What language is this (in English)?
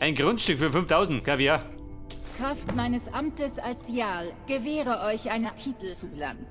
Bavarian